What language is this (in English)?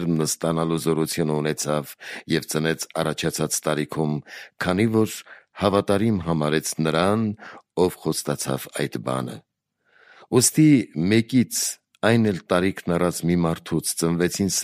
Armenian